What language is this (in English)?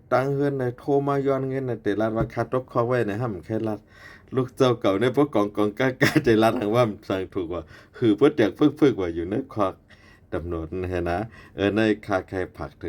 Shan